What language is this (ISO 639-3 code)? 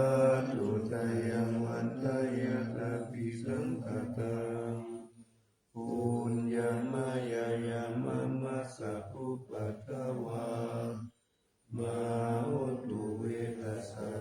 pli